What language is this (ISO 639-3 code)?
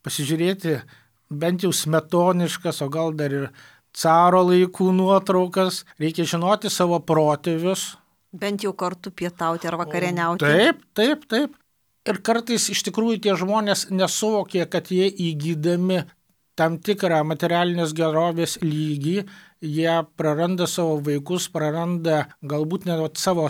lit